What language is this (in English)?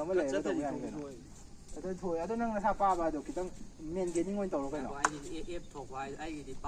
Manipuri